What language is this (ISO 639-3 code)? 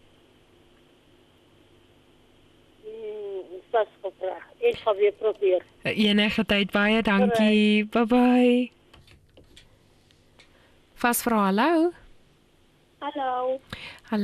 afr